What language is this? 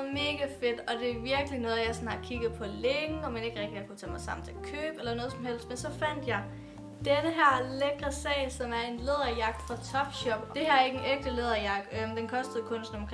Danish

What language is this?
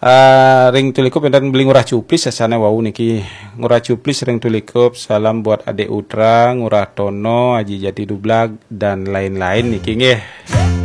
Balinese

